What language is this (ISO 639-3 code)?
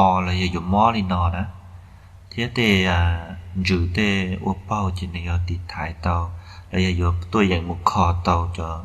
hmn